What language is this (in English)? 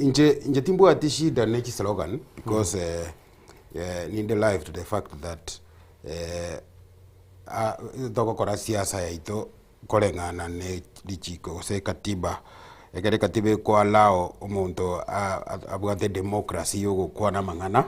Gusii